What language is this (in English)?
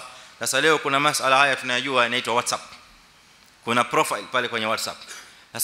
Swahili